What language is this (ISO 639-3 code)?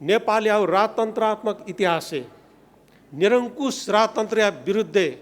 new